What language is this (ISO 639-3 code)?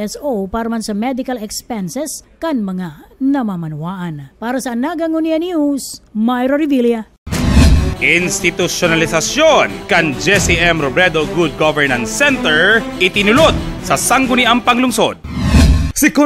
bik